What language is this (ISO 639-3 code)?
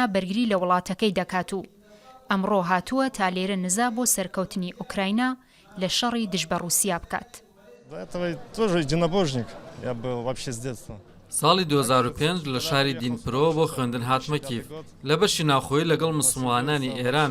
ckb